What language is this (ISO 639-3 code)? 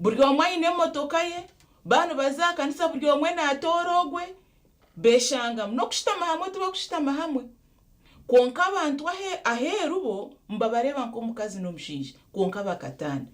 nyn